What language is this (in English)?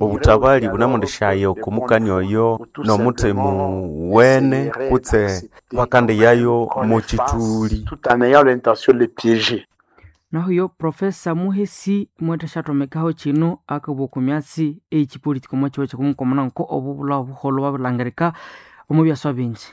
Nande